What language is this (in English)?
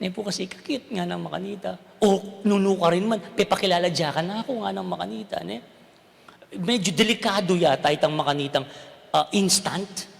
Pampanga